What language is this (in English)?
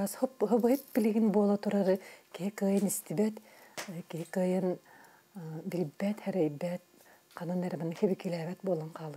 Yakut